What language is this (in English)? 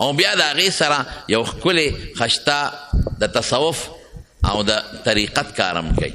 Pashto